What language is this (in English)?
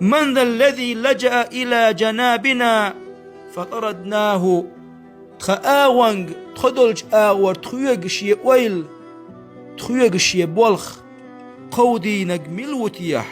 Chechen